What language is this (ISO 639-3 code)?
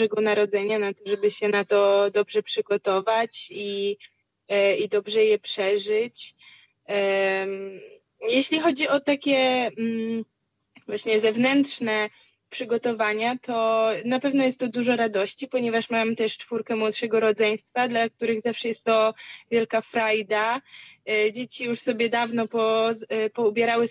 pol